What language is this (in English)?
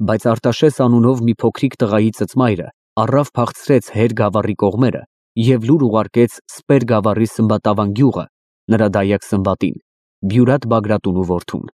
Armenian